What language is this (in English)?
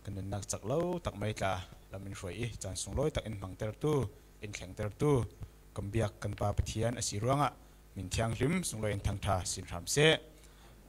Falam Chin